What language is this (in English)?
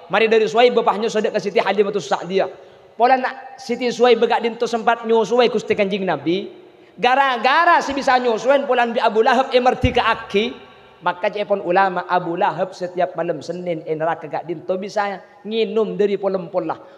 Madurese